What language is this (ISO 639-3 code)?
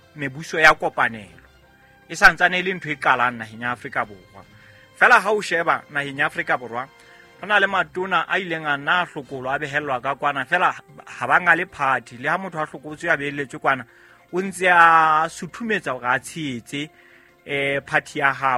sot